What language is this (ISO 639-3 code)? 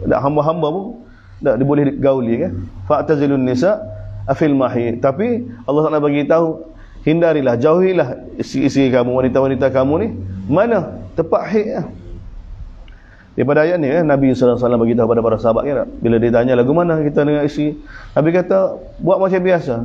msa